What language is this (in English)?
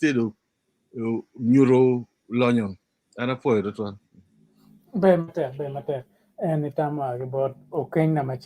Acoli